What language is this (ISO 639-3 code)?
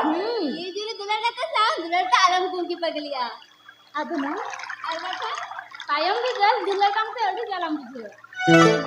sat